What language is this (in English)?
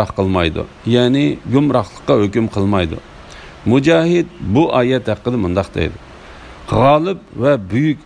Uyghur